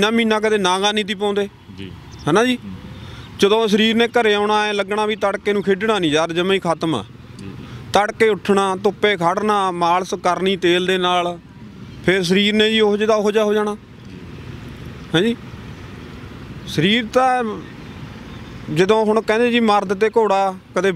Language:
Punjabi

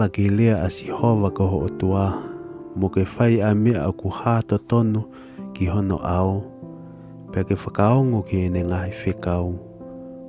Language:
Tongan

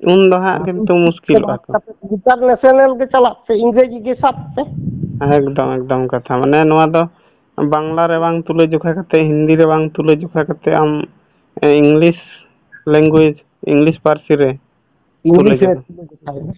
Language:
Santali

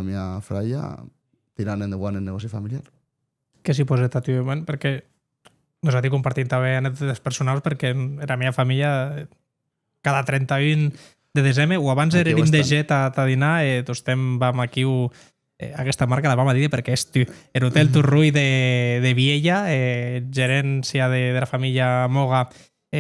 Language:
Occitan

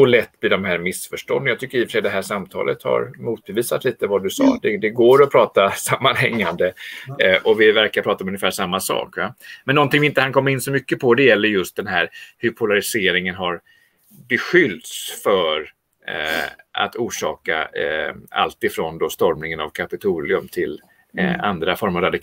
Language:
Swedish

